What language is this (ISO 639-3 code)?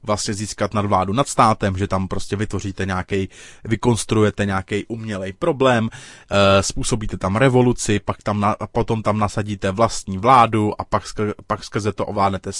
ces